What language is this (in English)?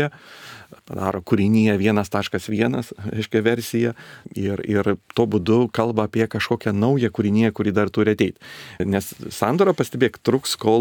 Lithuanian